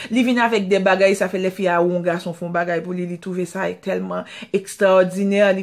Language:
Haitian Creole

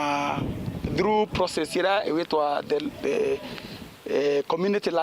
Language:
Meru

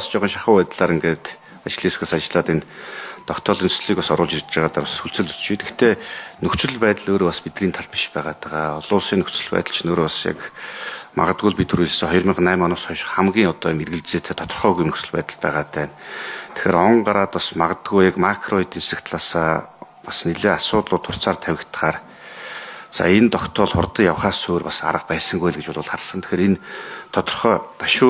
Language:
Mongolian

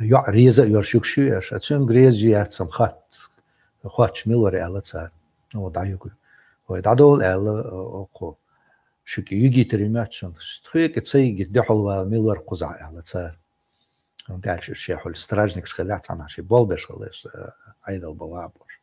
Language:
Chechen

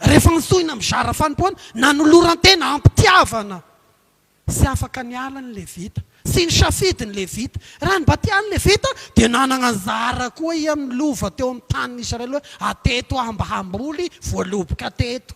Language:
Malagasy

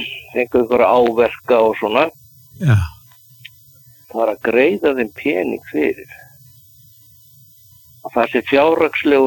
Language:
Icelandic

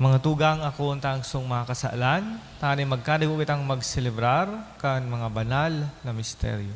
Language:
Bikol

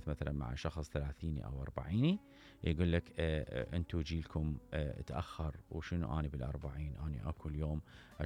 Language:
Mesopotamian Arabic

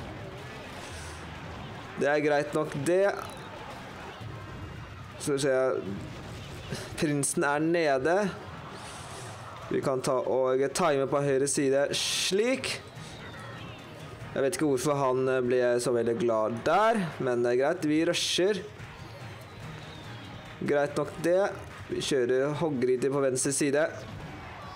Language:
Norwegian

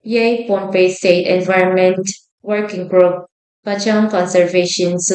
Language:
Pohnpeian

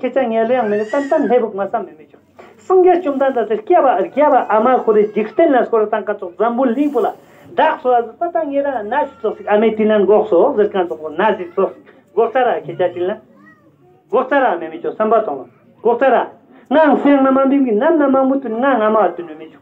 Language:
Ladakhi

